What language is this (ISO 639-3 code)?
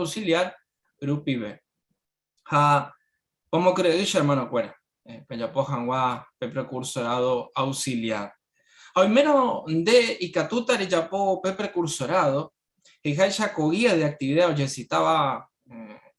grn